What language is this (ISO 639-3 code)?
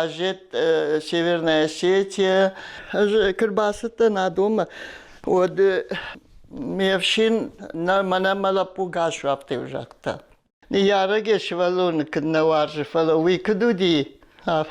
oss